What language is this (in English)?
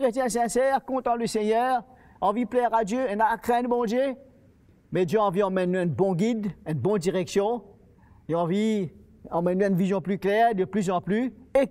Morisyen